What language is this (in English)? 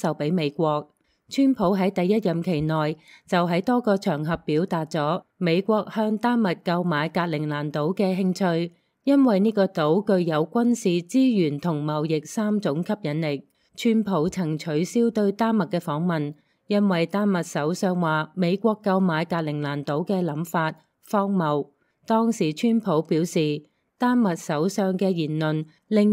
Cantonese